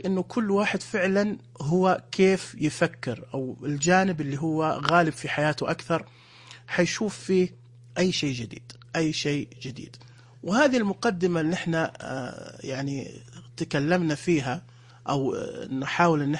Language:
Najdi Arabic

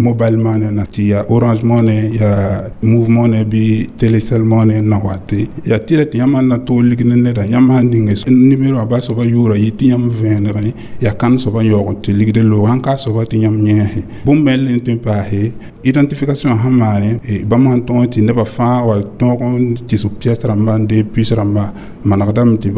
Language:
Mossi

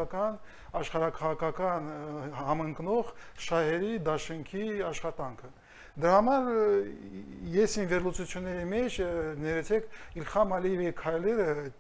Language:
Armenian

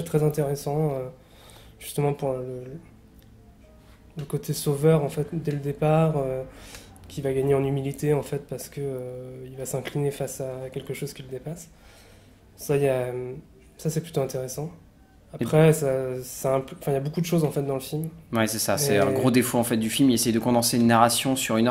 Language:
French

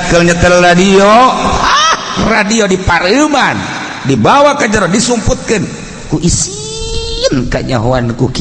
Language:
Sundanese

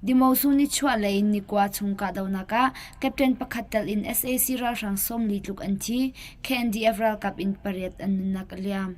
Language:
Hakha Chin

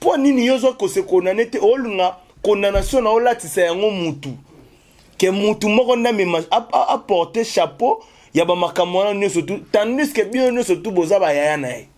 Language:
Lingala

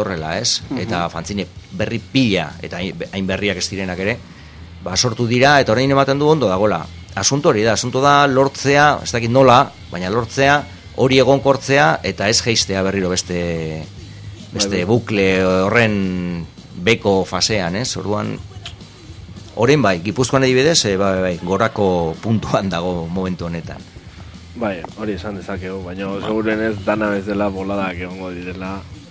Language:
Basque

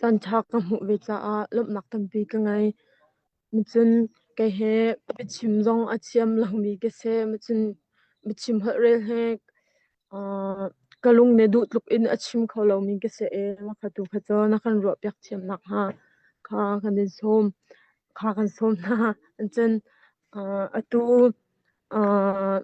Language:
Hakha Chin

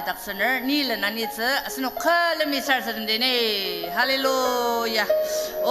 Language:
Ao Naga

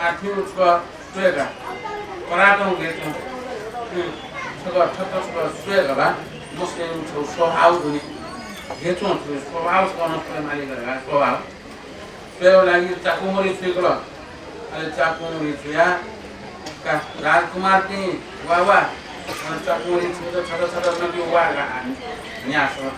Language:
Newari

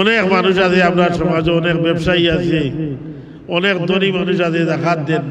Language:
Sylheti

